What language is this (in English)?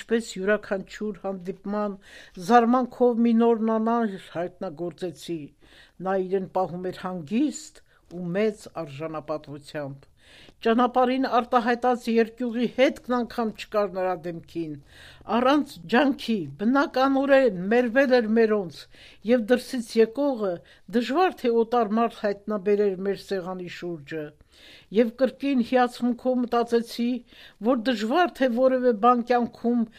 Armenian